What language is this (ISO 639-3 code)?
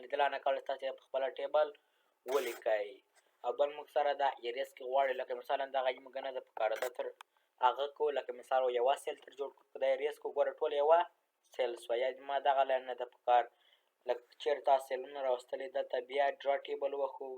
pus